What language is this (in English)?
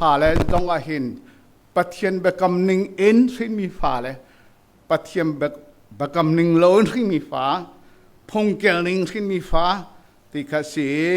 Hakha Chin